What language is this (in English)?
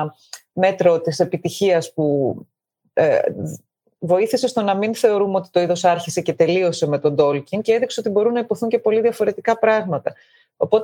Greek